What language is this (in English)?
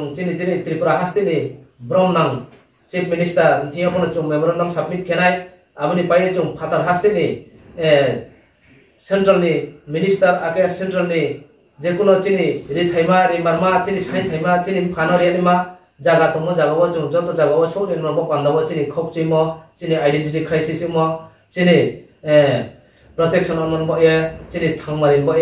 Riang (India)